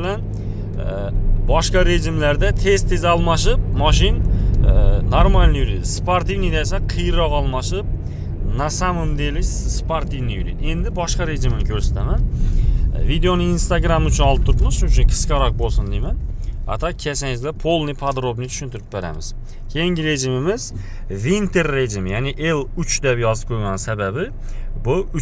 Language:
Uzbek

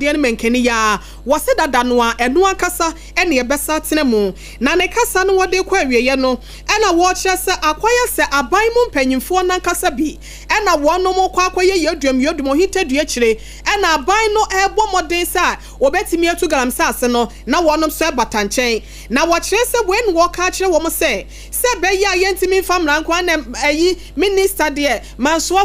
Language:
Akan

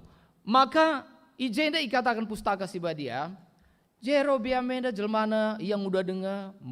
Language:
Batak Karo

